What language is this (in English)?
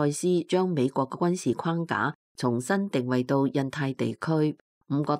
Cantonese